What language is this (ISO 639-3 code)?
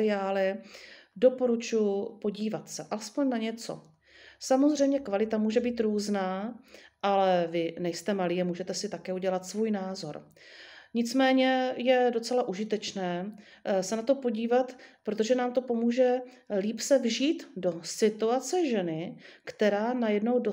ces